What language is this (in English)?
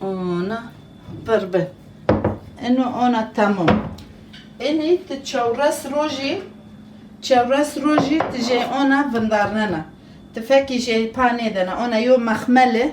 Zaza